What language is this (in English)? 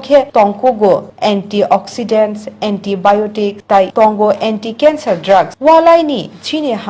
Kok Borok